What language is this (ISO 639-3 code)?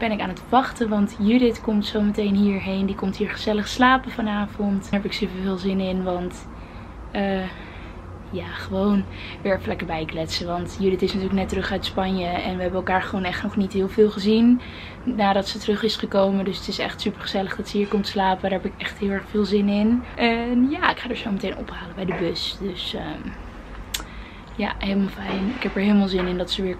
nld